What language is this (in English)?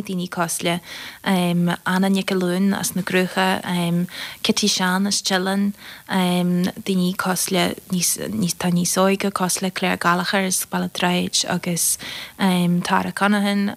Irish